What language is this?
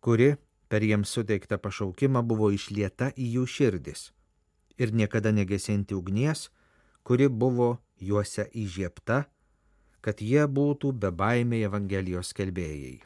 Lithuanian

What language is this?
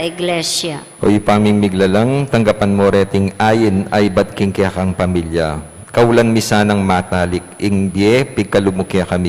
Pampanga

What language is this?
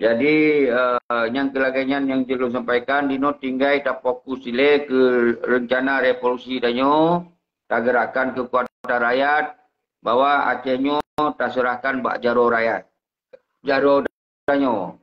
Achinese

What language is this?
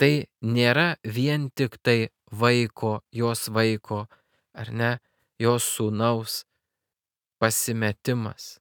Lithuanian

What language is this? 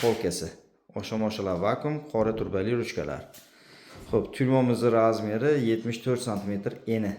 Uzbek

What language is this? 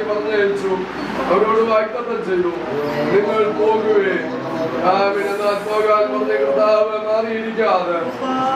Malayalam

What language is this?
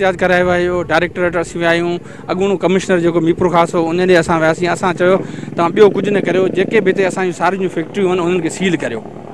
Sindhi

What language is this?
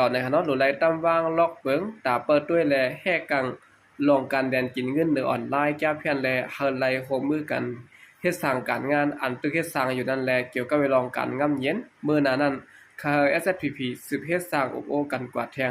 Shan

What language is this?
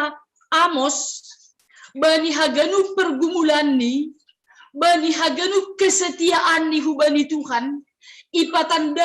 Batak Simalungun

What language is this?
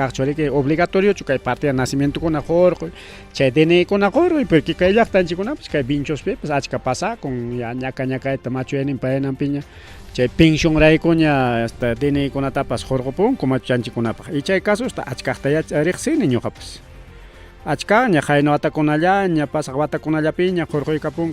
Ayacucho Quechua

